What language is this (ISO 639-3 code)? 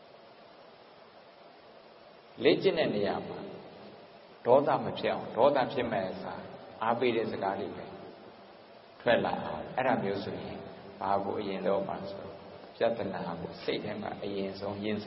mya